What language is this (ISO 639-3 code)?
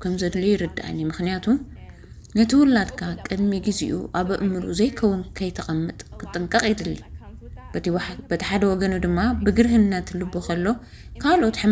tir